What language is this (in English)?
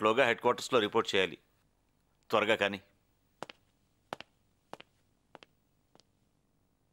Telugu